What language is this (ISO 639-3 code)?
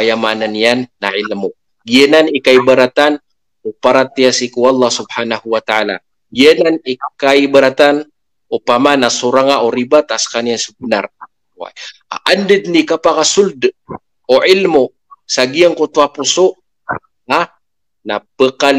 mrw